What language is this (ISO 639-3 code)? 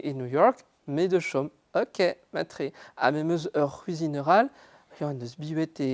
bre